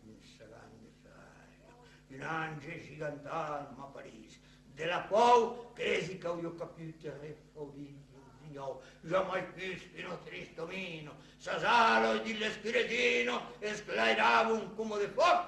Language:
Occitan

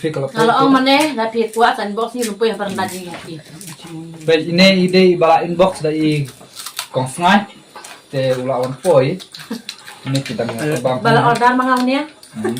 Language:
Khasi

